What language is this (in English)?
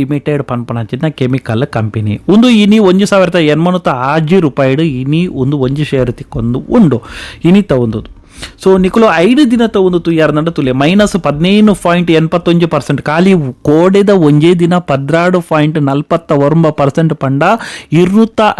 Tulu